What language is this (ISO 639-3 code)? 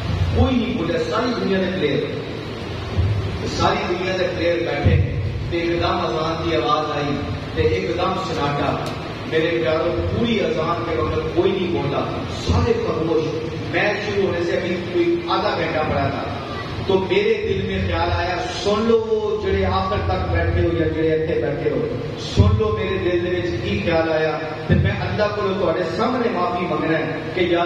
urd